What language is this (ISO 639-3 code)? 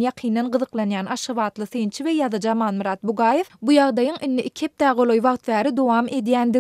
tuk